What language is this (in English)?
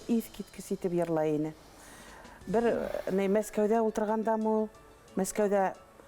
Bashkir